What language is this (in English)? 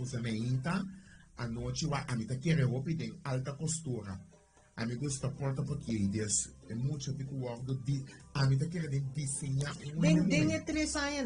Papiamento